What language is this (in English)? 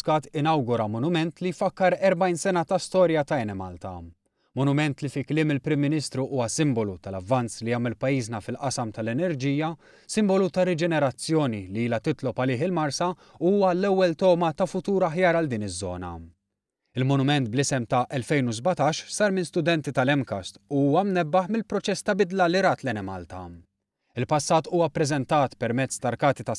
Maltese